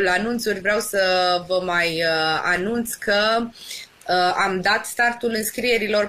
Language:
Romanian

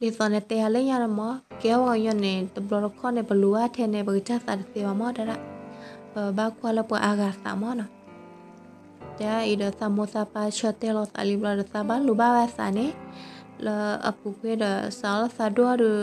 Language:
S'gaw Karen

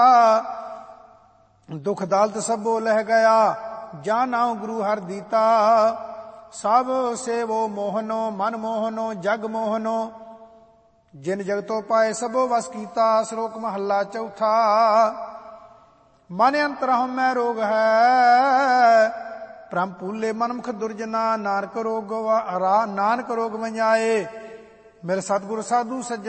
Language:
Punjabi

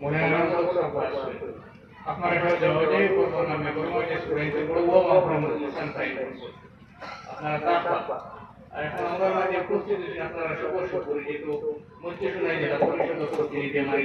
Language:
Sylheti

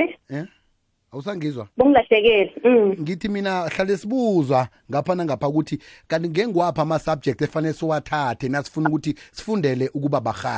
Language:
South Ndebele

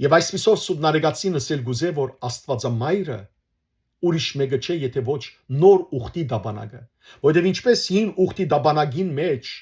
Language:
Western Armenian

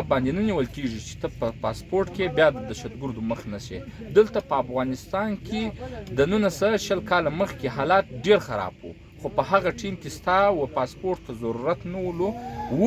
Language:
Pashto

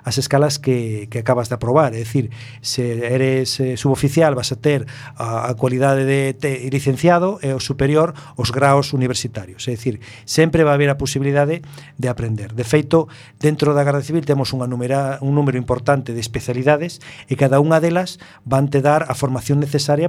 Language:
Galician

